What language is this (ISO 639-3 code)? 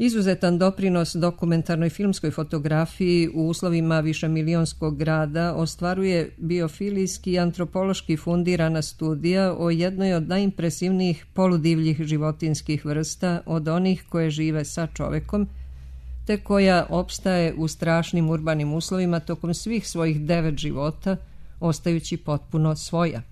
srp